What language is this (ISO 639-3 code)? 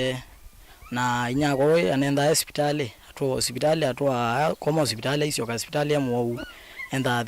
kam